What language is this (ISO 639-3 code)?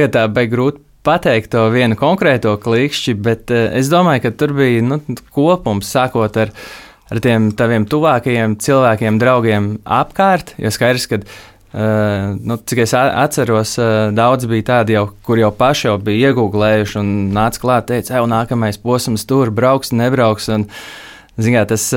lav